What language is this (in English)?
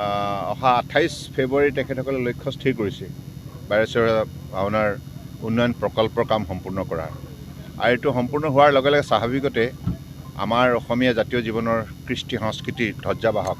Assamese